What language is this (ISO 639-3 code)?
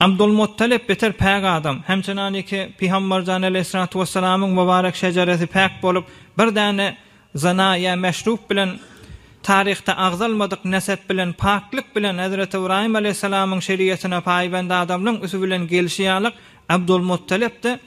tuk